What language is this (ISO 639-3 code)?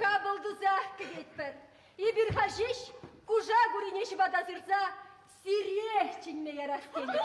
chv